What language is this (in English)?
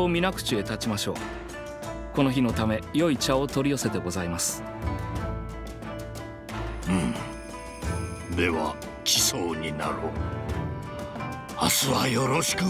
Japanese